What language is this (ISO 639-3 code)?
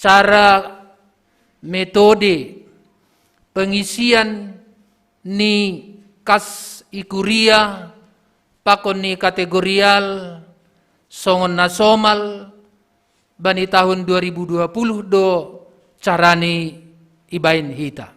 bts